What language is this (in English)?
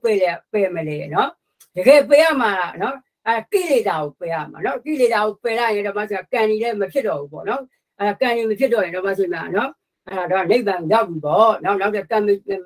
Burmese